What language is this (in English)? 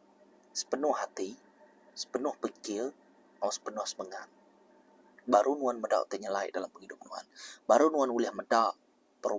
Iban